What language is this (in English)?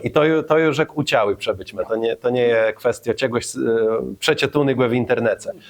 Kashubian